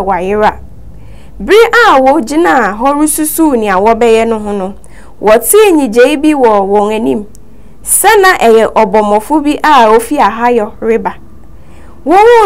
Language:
Akan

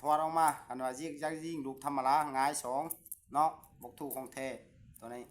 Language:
Lao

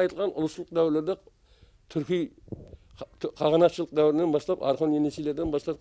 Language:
Kara-Kalpak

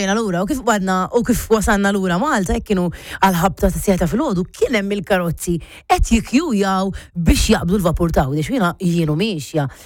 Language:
Maltese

